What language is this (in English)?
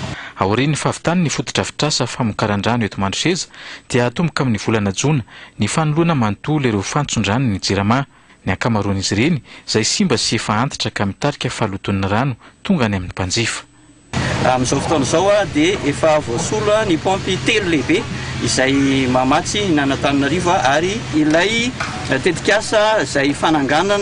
Malagasy